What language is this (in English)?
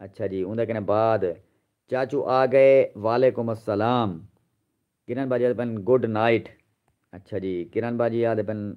Saraiki